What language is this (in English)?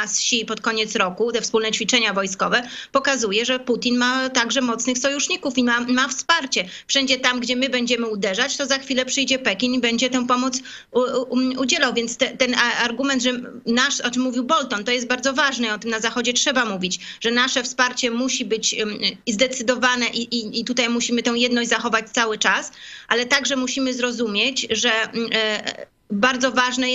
Polish